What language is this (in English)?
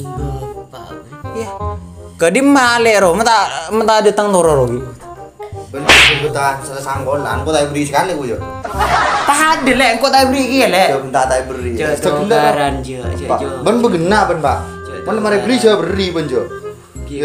Madurese